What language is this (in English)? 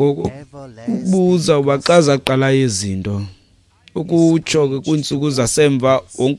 Xhosa